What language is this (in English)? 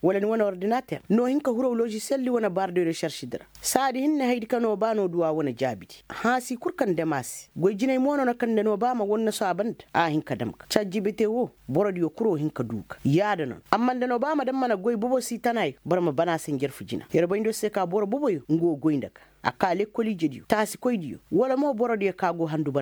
Koyraboro Senni